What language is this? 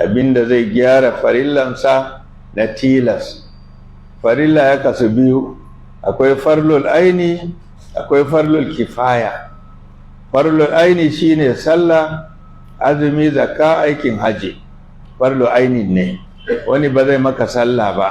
Hausa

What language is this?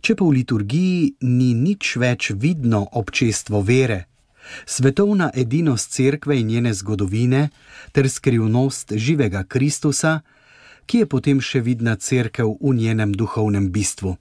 Slovenian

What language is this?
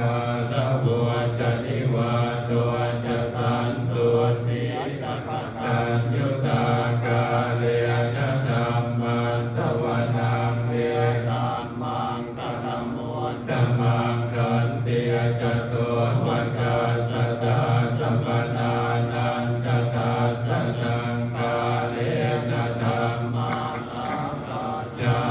Pali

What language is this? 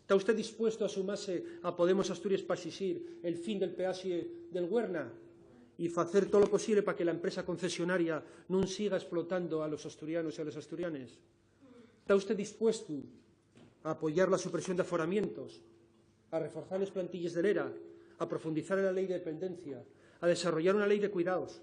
Asturian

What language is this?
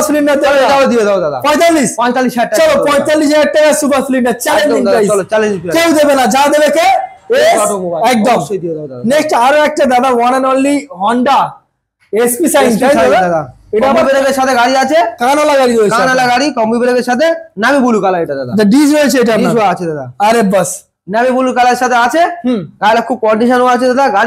Bangla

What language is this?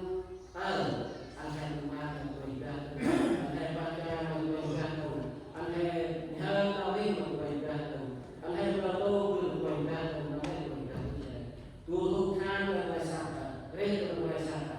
Central Mnong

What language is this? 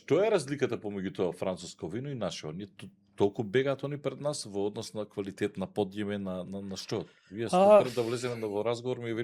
Macedonian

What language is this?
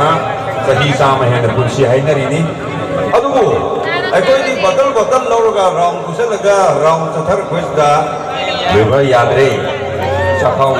Manipuri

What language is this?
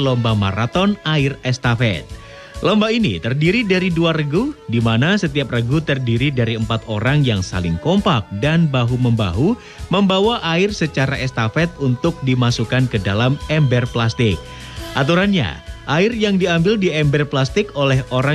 Indonesian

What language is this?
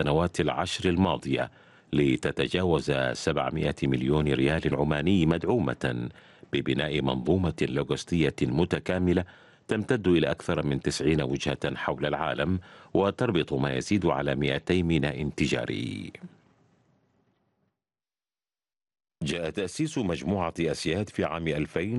Arabic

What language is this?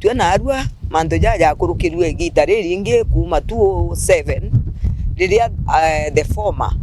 Meru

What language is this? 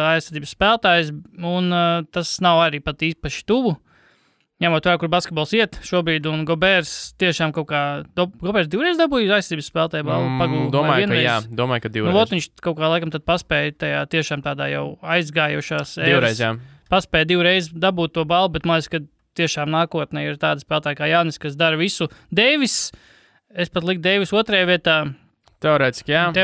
Latvian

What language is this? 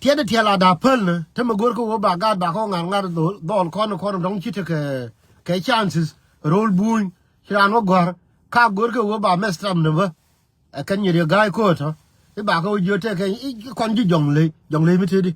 Nuer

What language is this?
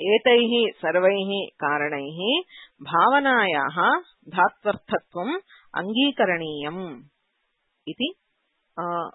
Sanskrit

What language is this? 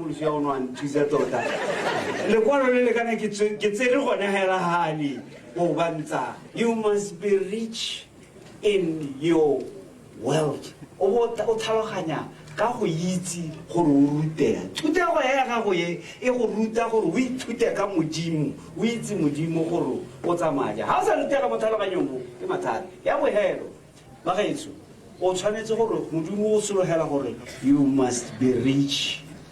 Tswana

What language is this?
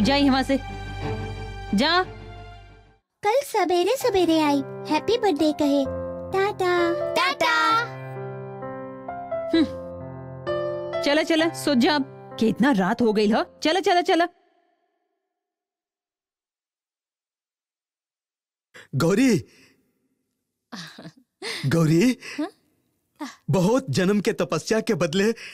Bhojpuri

